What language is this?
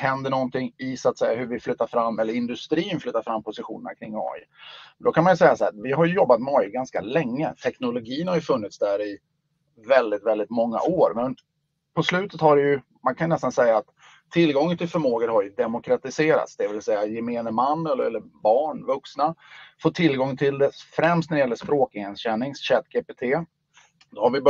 Swedish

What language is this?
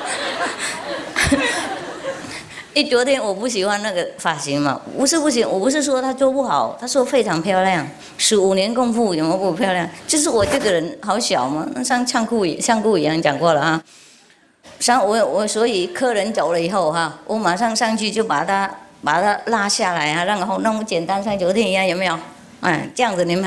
Chinese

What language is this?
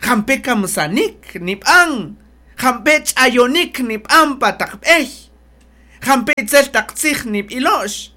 Kaqchikel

